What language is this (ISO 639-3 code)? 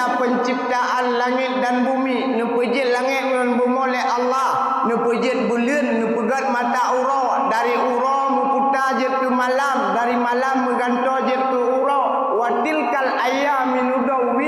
ace